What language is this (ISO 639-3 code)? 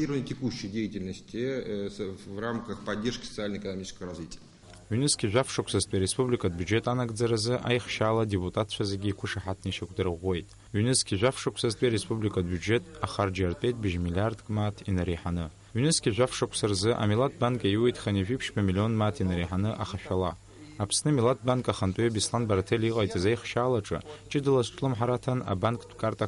abk